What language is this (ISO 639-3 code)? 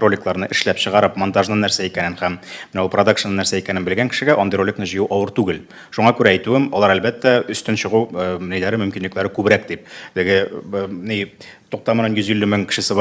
tat